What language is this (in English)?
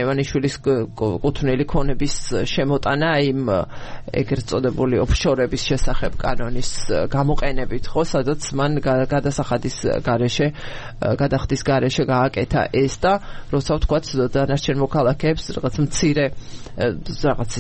Georgian